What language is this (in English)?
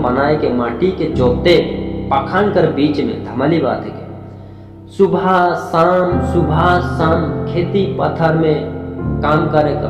Sadri